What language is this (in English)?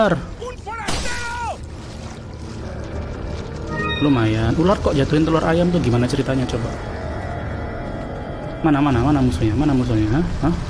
Indonesian